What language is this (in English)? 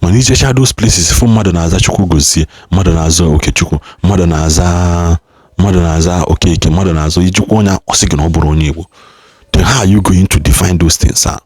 Igbo